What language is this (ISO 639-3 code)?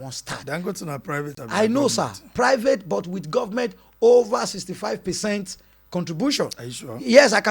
pcm